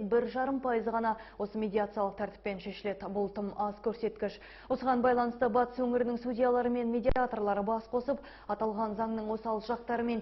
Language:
Kazakh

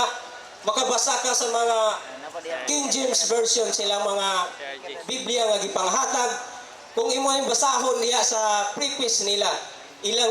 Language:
Cebuano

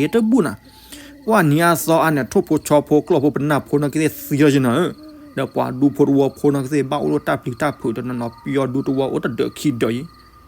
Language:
S'gaw Karen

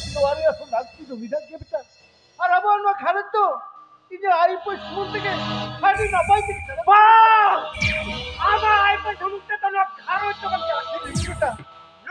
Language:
Santali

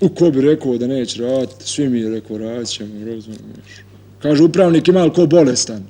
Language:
Bosnian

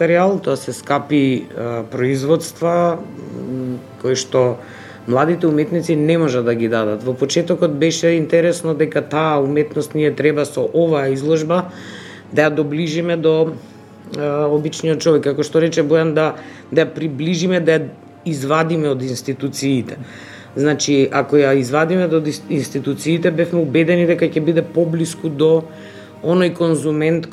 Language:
Macedonian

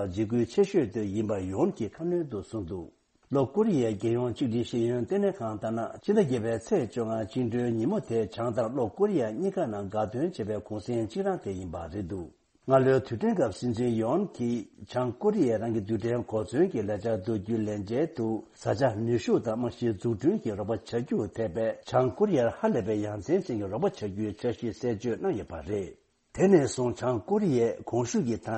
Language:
Tibetan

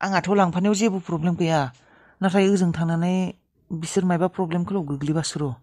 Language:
Bodo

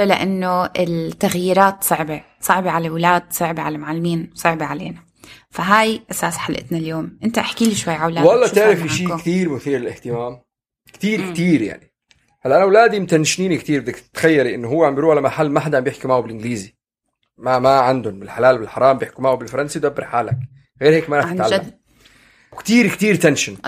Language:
North Levantine Arabic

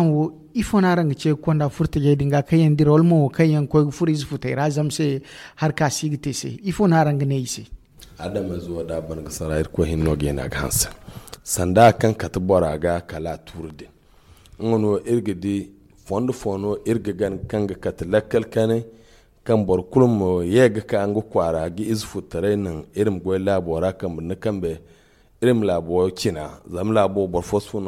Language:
Zarma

